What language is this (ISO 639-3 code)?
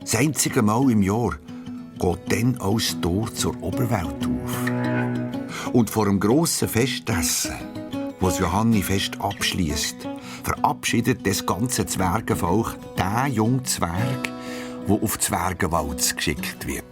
gsw